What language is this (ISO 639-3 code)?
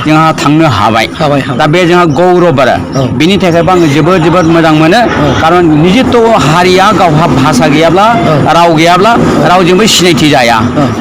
brx